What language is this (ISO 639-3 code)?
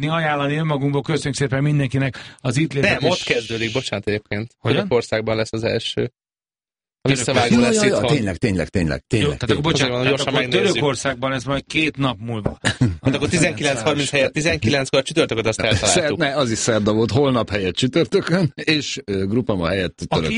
hun